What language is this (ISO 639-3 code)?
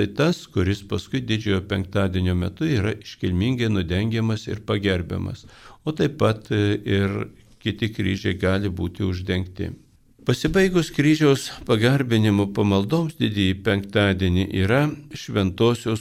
lit